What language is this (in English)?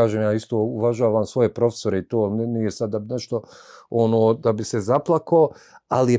Bosnian